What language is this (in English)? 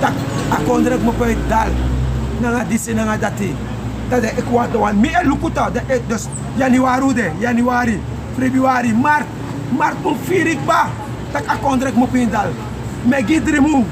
Sranan Tongo